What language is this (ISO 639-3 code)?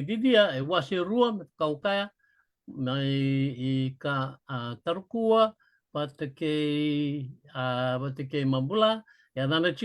fij